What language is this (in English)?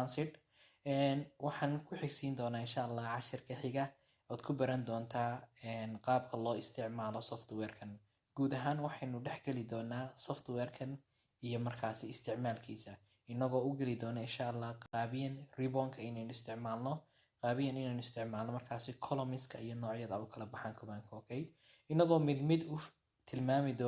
Somali